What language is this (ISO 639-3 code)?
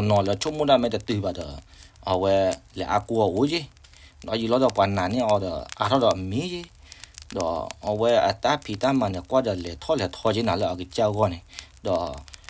ksw